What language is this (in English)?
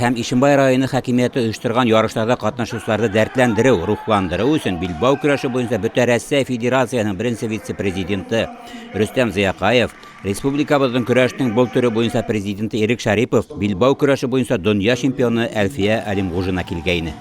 Bashkir